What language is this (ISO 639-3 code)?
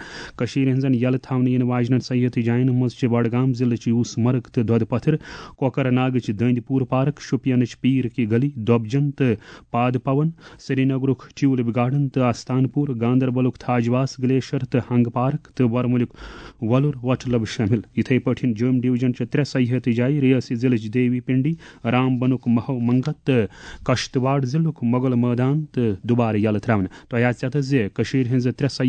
kas